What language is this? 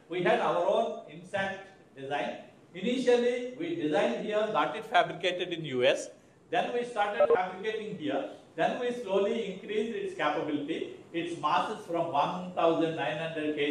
English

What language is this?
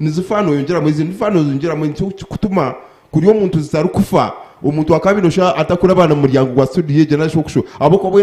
Nyankole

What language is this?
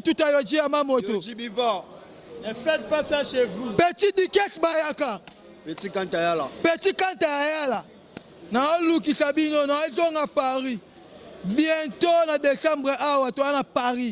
Lingala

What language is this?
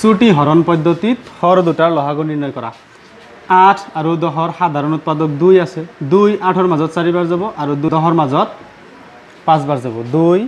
Assamese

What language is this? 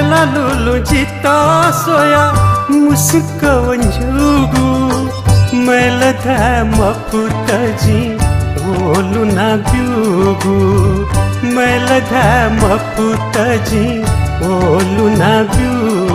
Newari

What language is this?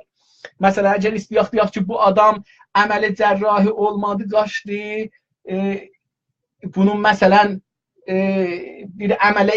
South Azerbaijani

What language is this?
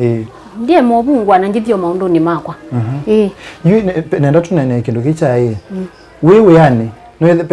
Kamba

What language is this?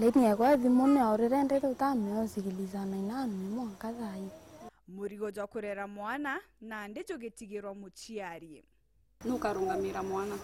Meru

